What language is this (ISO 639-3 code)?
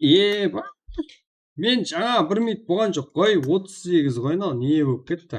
kaa